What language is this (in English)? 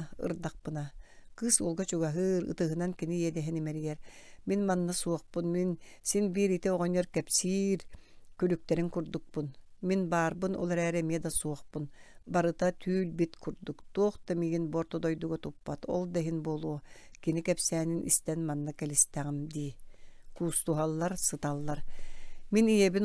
Yakut